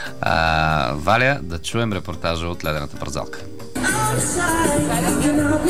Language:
Bulgarian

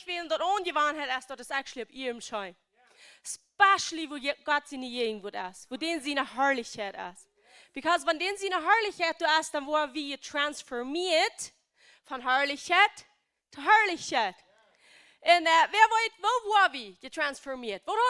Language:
Plautdietsch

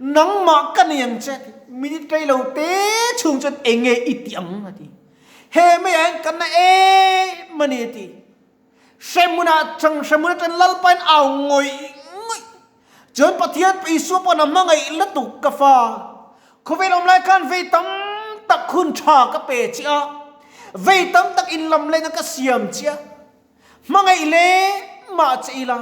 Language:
Mizo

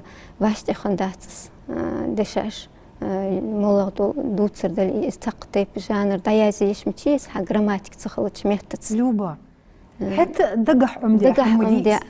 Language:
Ingush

